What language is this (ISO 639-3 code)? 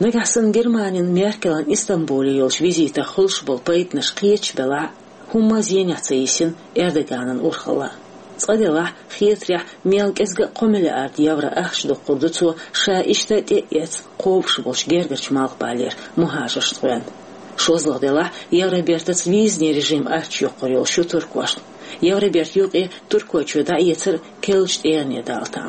che